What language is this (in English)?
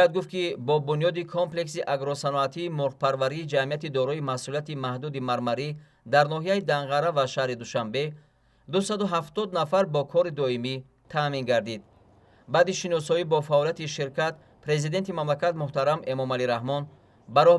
Tajik